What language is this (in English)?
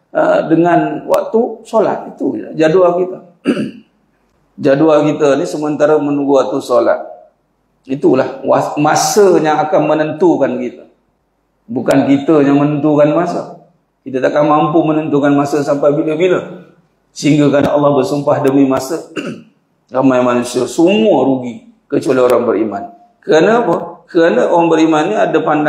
Malay